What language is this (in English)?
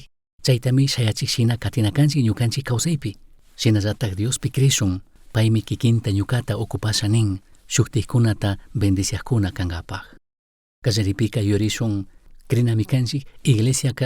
Chimborazo Highland Quichua